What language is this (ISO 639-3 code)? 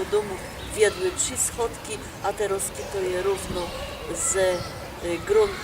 szl